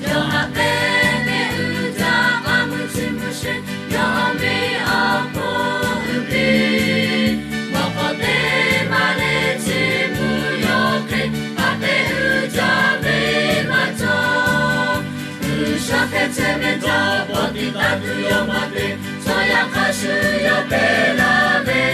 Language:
Lahu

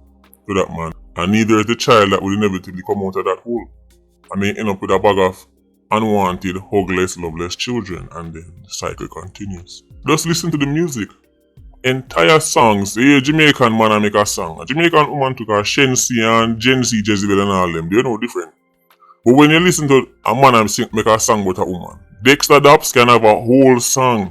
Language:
Jamaican Creole English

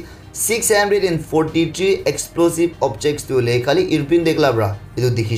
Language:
Naga Pidgin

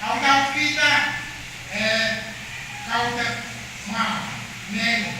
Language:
Pohnpeian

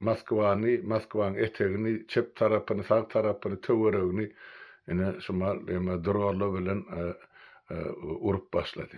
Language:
Turkmen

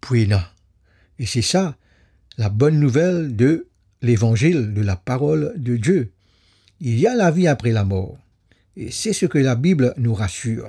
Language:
Morisyen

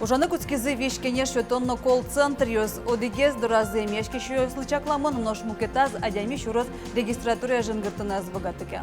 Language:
Udmurt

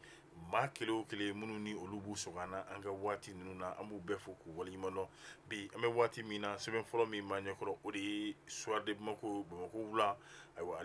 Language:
Bambara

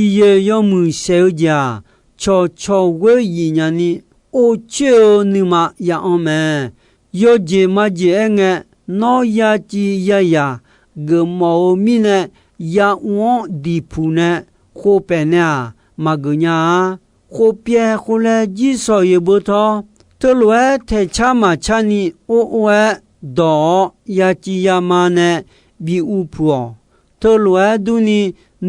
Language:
Akha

